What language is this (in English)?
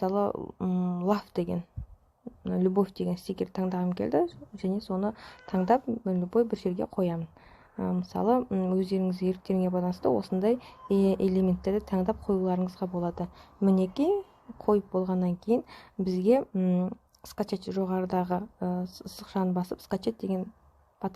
Kazakh